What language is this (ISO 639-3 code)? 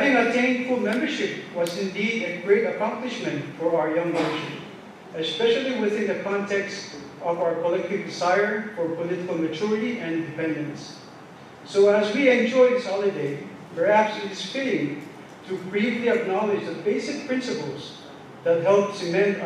pon